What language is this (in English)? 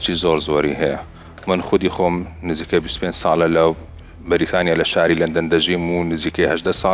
Central Kurdish